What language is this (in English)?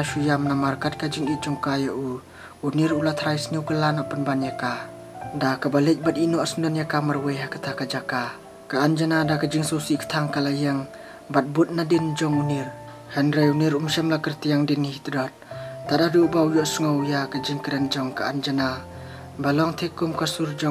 Khasi